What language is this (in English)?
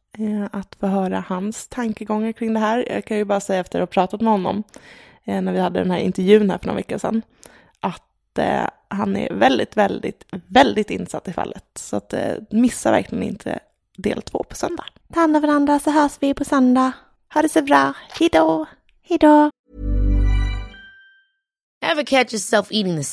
Swedish